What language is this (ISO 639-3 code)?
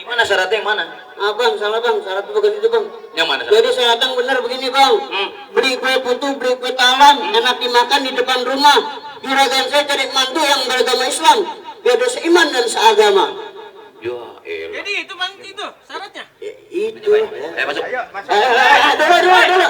bew